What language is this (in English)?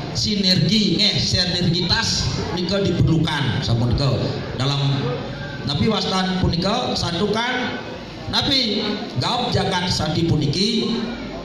Balinese